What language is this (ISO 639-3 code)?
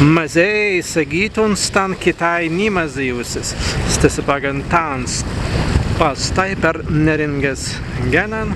prg